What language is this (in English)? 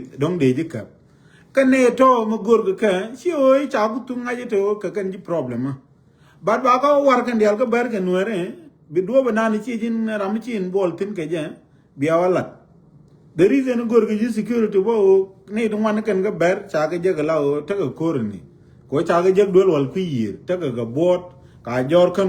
Nuer